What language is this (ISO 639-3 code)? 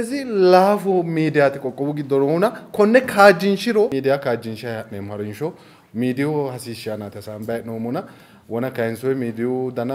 sid